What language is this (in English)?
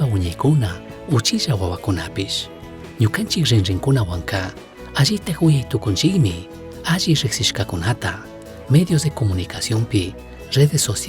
Chimborazo Highland Quichua